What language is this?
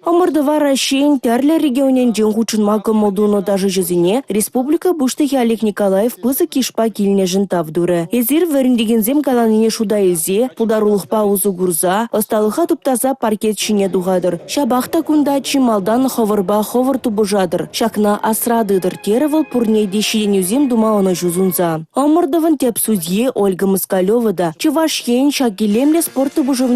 Chuvash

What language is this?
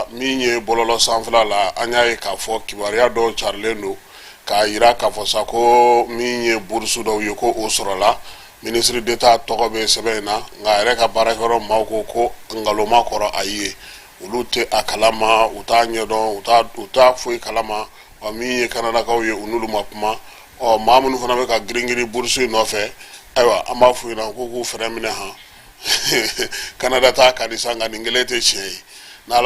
Bambara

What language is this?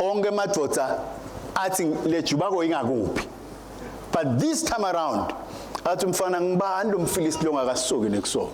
Swati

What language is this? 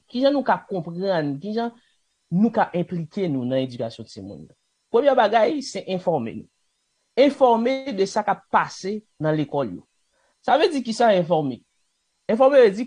Haitian Creole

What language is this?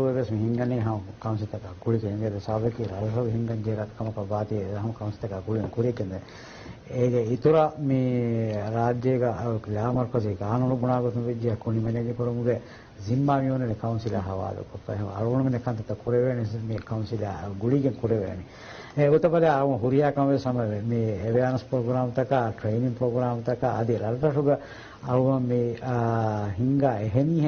Divehi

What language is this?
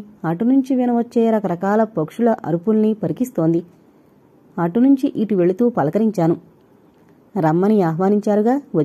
Telugu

